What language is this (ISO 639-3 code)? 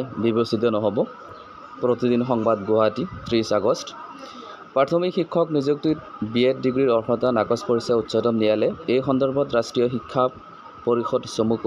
asm